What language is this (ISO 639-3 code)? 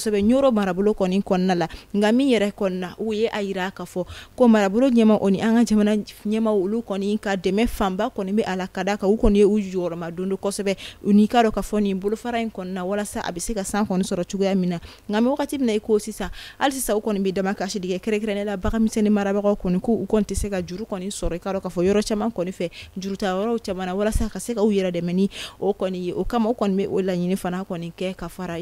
bam